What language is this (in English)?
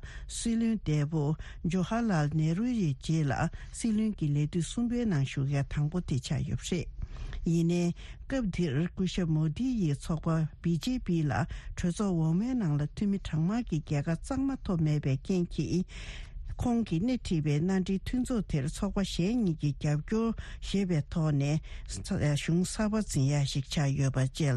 Tibetan